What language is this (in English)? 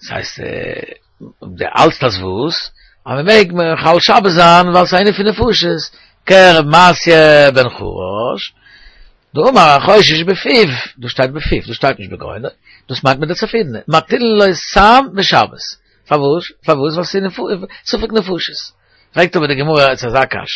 Yiddish